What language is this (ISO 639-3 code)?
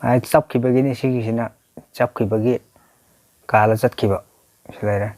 mni